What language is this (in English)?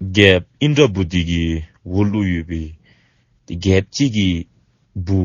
Dzongkha